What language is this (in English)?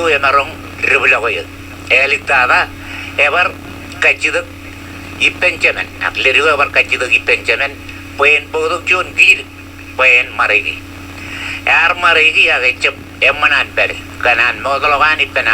Marshallese